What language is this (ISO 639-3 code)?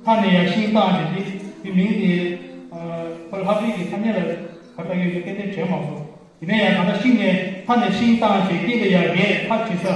bod